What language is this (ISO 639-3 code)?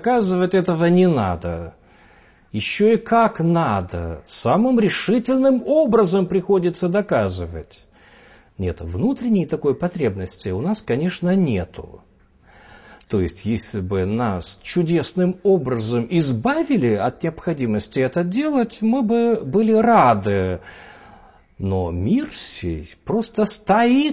rus